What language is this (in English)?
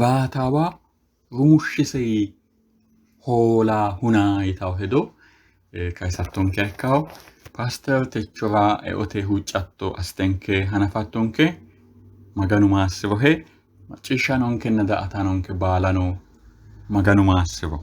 Sidamo